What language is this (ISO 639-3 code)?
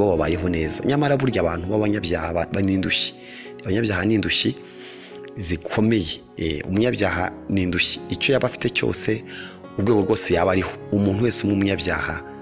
kin